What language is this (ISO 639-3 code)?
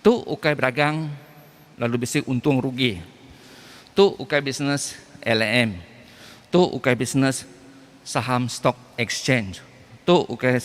iba